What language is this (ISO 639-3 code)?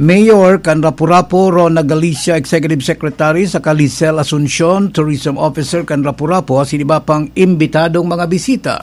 bik